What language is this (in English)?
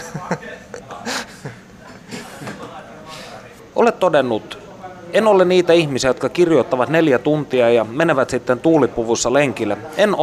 Finnish